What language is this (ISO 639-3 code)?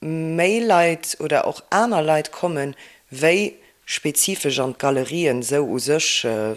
ltz